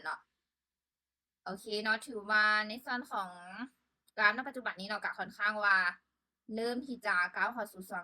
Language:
Lao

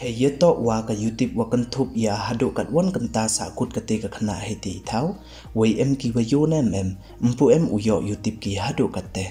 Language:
Pnar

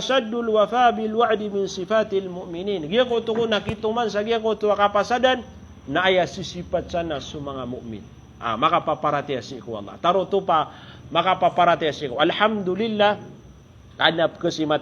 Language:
Maranao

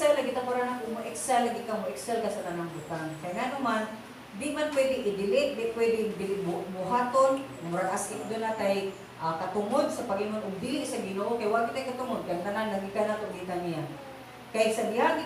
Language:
Cebuano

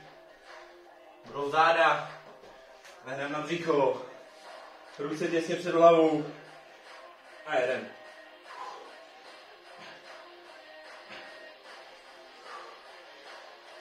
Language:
Czech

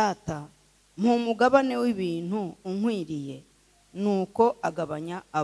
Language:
Kinyarwanda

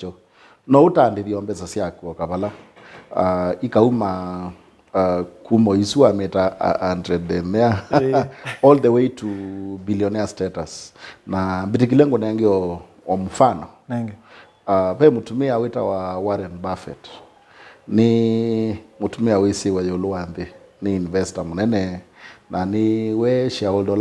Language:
Kamba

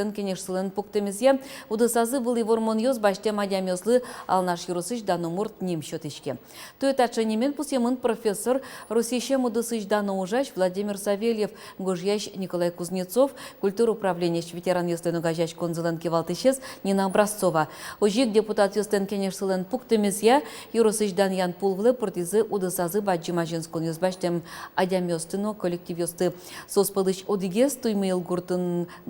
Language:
Udmurt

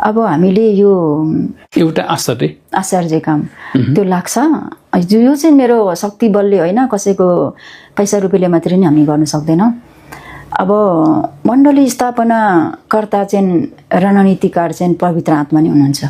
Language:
Nepali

